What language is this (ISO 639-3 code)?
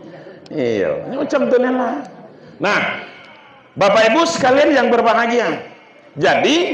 min